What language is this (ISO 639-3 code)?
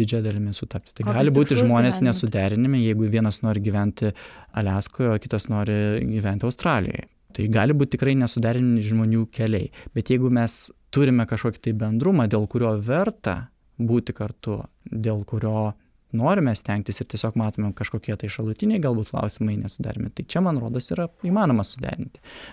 lit